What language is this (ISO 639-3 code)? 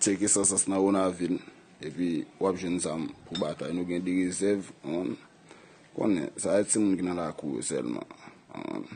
hat